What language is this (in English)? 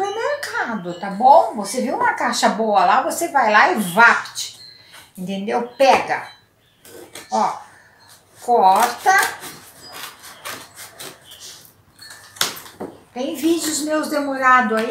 Portuguese